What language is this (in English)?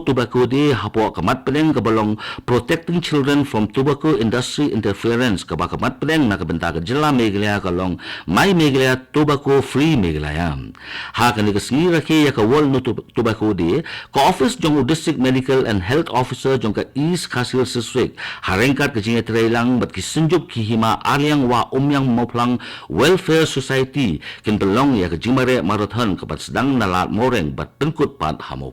Khasi